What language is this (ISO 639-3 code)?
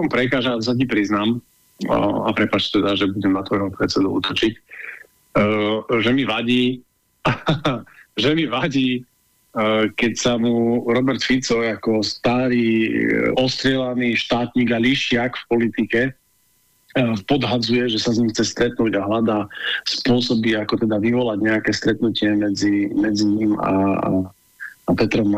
slk